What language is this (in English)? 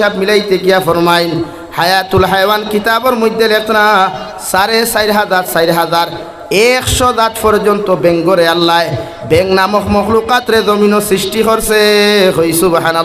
Sylheti